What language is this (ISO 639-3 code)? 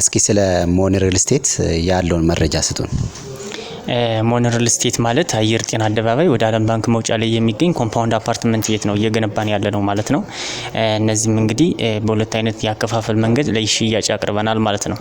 amh